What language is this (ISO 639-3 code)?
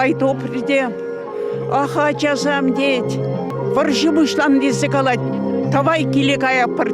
chv